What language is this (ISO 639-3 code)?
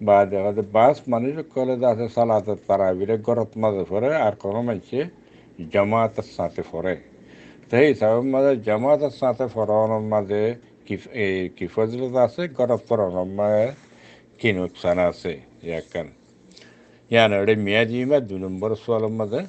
rhg